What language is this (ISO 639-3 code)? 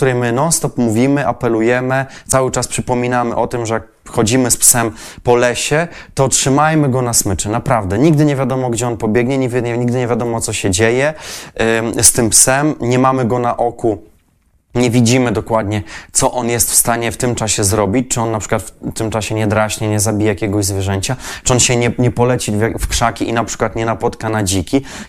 pol